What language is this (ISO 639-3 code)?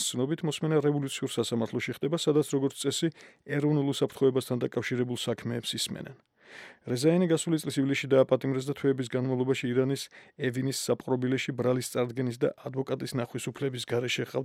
kat